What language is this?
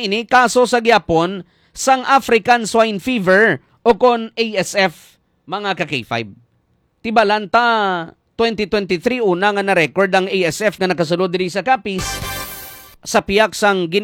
Hiligaynon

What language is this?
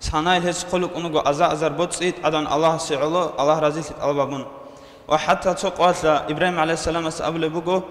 Avaric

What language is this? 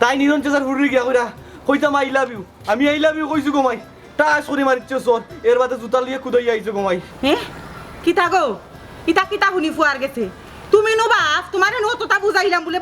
Sylheti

